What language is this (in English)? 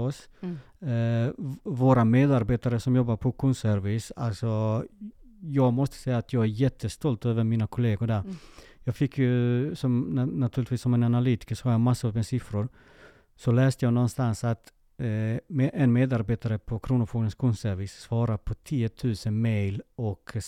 Swedish